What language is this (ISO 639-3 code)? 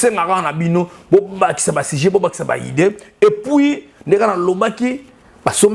lin